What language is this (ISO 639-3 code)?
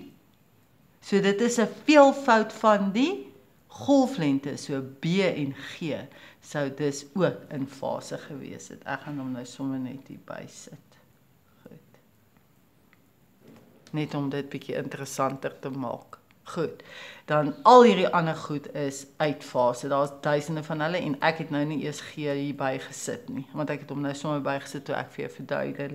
afr